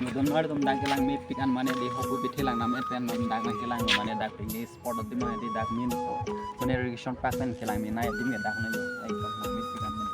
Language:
Karbi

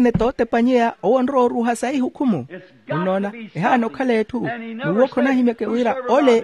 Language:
Makhuwa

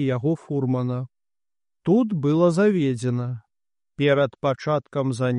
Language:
Belarusian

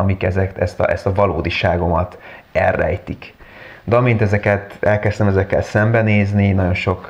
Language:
Hungarian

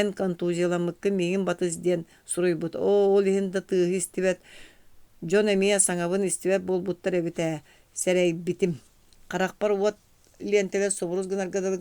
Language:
Yakut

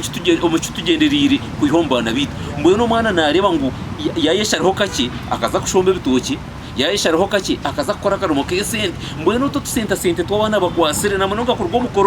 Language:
Nyankole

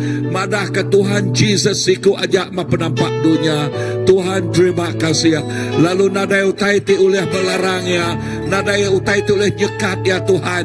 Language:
Iban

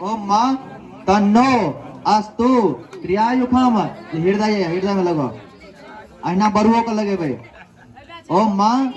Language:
Maithili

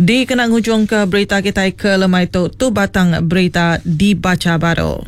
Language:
Iban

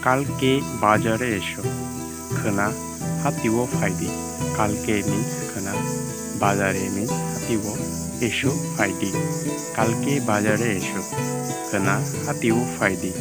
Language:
Kok Borok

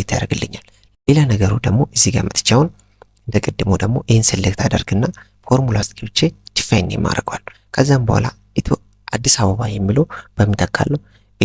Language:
Amharic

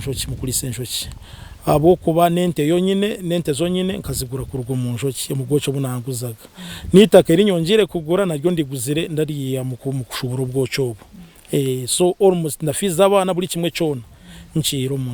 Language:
Nyankole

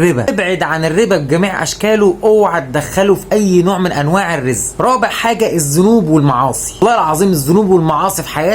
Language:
Egyptian Arabic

